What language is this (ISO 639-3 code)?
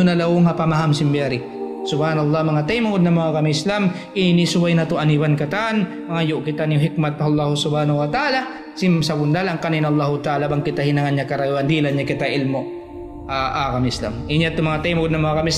tsg